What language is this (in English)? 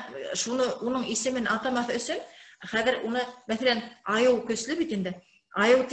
Bashkir